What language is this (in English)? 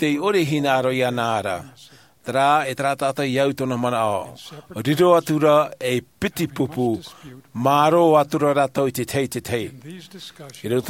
Tahitian